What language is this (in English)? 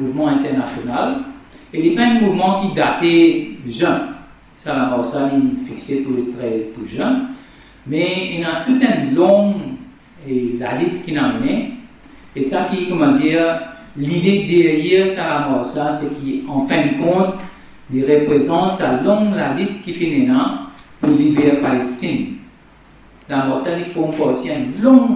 Morisyen